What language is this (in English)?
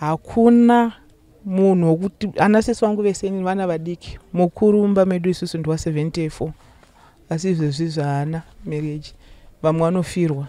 Shona